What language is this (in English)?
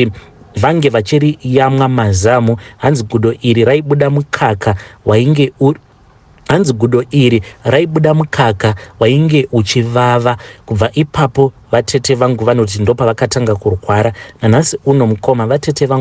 Shona